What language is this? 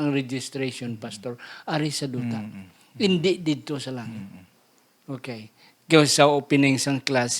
Hiligaynon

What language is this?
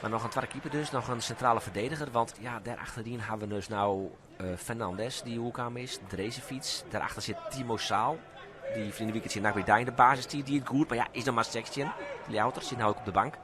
Western Frisian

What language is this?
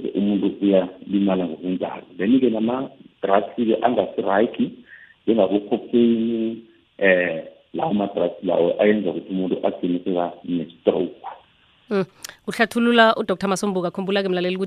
South Ndebele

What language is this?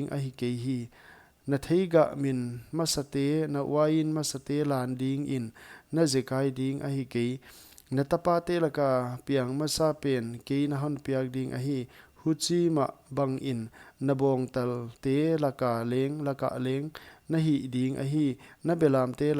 Paite Chin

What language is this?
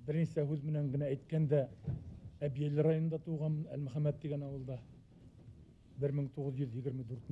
Bashkir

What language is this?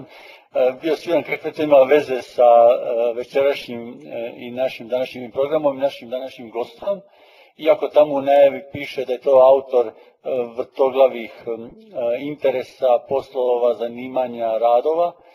Croatian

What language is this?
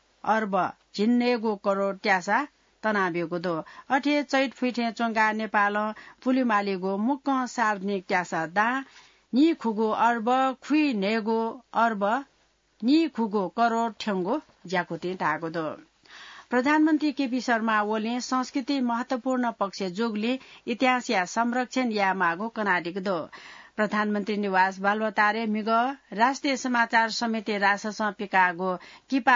Newari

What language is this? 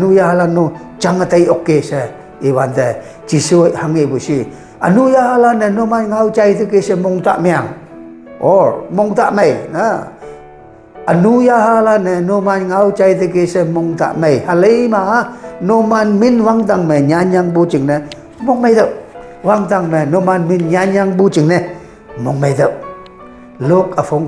Konyak Naga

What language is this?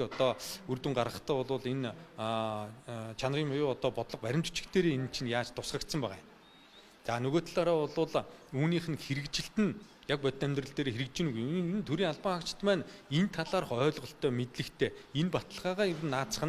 Mongolian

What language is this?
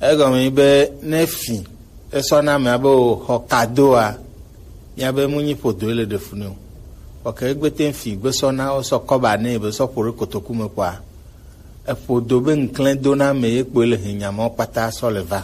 Gen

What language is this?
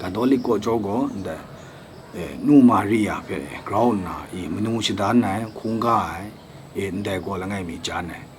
Kachin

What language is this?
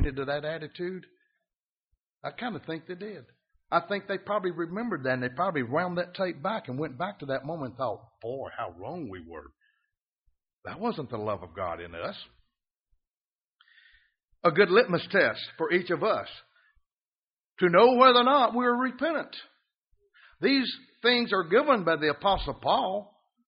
English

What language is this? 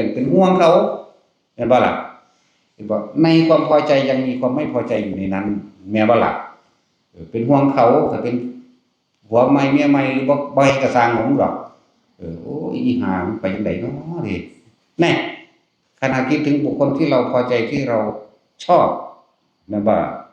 Northeastern Thai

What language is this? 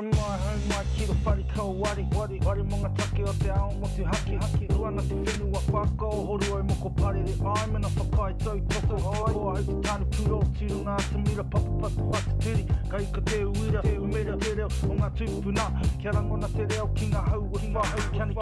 Māori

